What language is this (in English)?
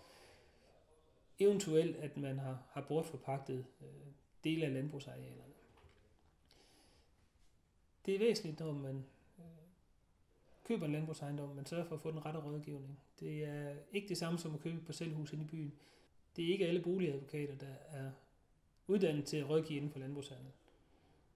Danish